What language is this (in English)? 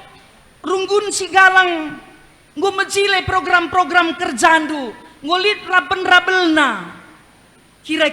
Batak Karo